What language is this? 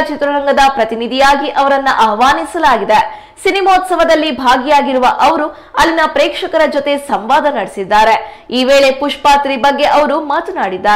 Kannada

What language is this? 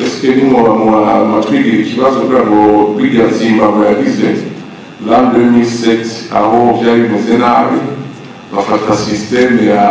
Rundi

